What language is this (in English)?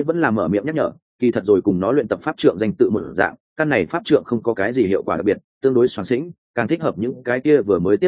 Vietnamese